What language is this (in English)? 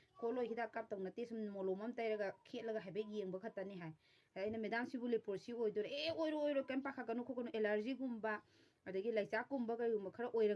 Manipuri